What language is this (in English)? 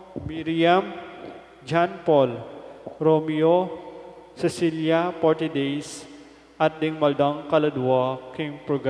Pampanga